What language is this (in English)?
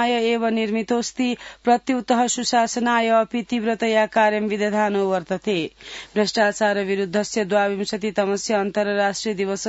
Sanskrit